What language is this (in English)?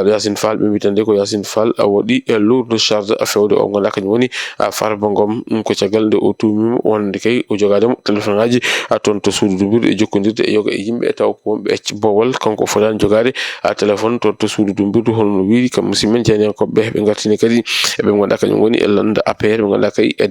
Fula